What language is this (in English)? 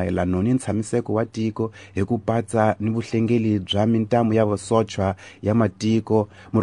Tsonga